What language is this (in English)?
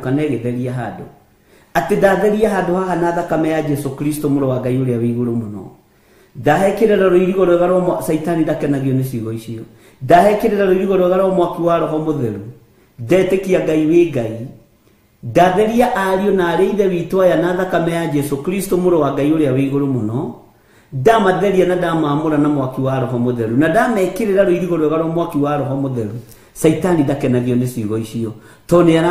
Kikuyu